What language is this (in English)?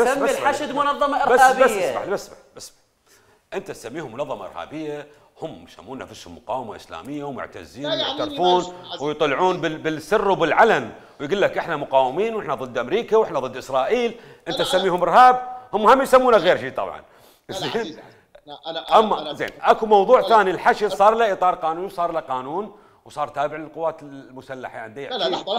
Mesopotamian Arabic